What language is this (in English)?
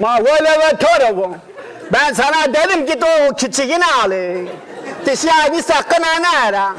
Zaza